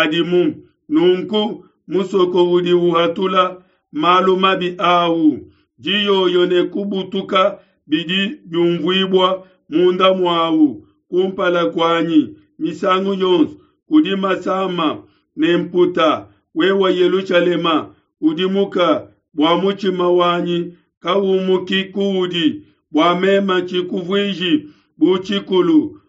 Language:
Luba-Lulua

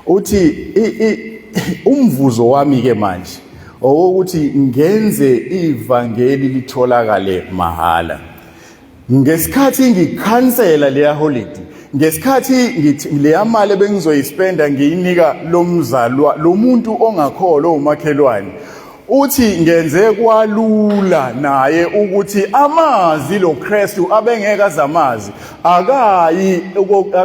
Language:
Zulu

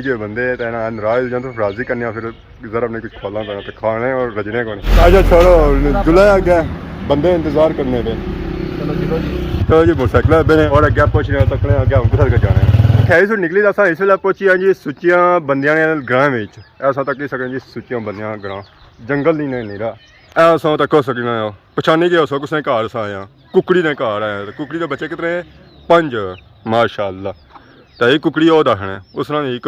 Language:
Pahari-Potwari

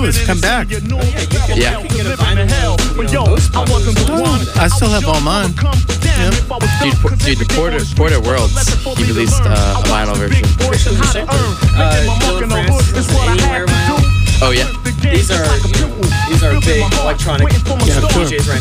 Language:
English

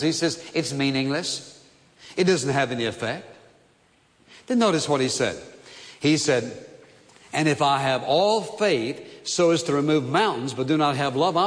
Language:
English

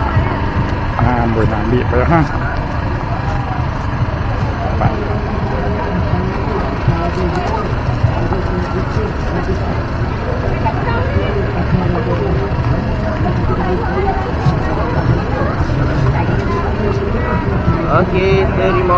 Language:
Malay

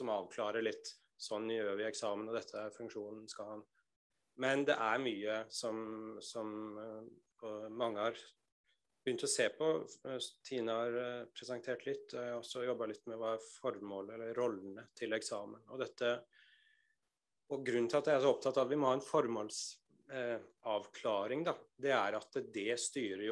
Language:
Norwegian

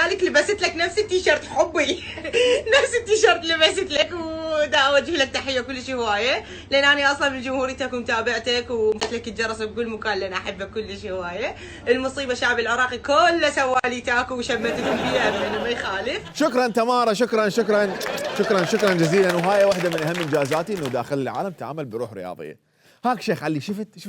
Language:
Mesopotamian Arabic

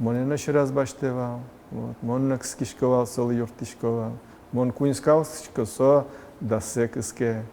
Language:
Udmurt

